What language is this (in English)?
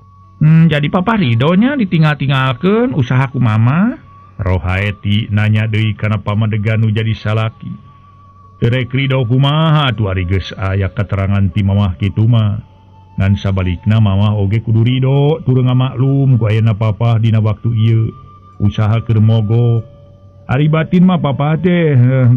Sundanese